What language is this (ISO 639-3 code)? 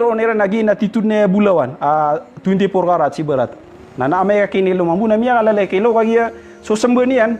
mrw